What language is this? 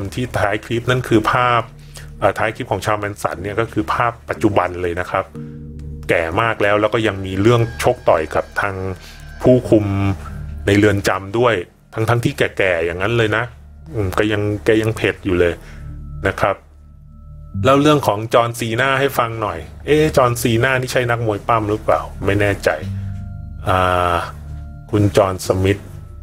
Thai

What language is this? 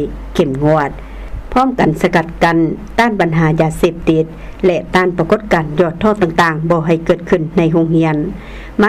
Lao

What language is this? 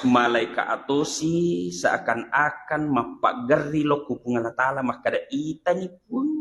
Buginese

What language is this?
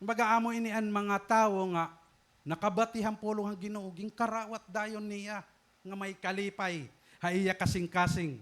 Waray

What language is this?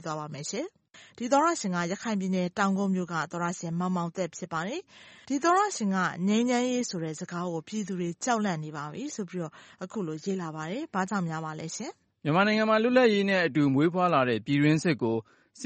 Burmese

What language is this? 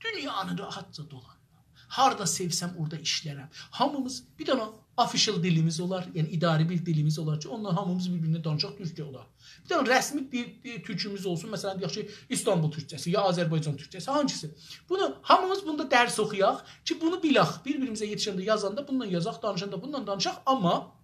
South Azerbaijani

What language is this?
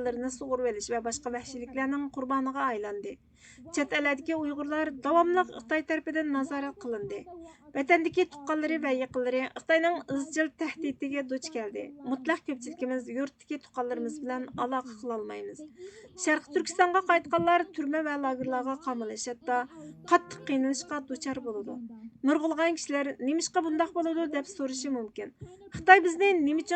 Uyghur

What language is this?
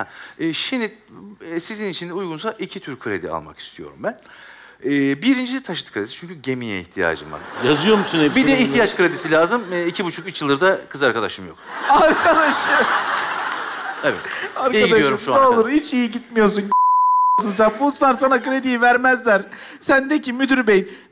Turkish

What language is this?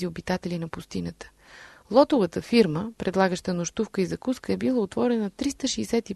Bulgarian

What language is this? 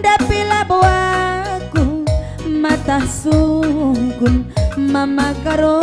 Batak Karo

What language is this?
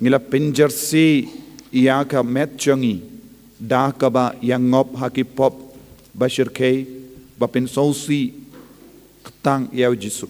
Khasi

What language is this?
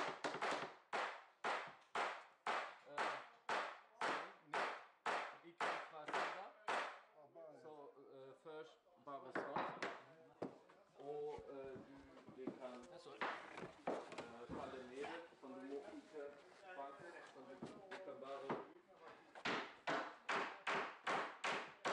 Norwegian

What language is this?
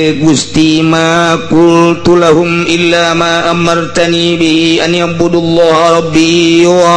Sundanese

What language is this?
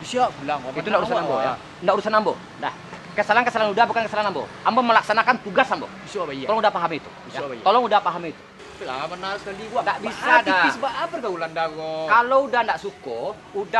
Minangkabau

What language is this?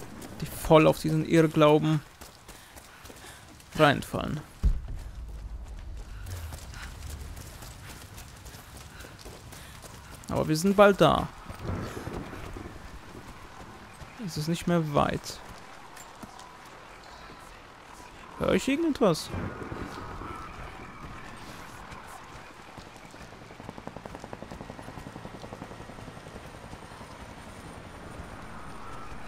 German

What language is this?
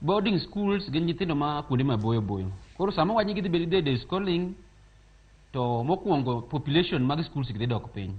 Luo (Kenya and Tanzania)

